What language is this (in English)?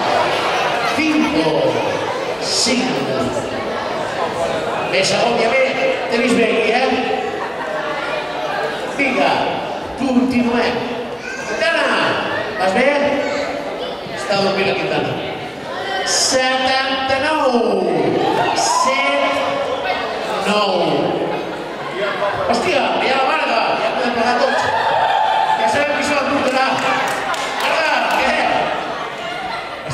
Catalan